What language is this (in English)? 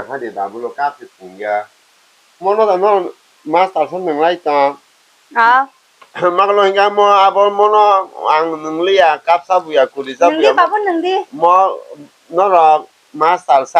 Kok Borok